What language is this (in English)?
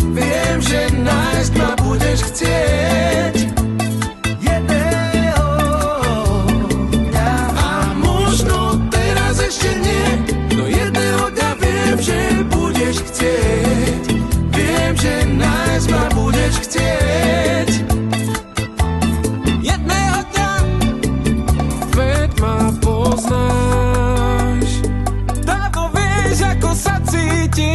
Slovak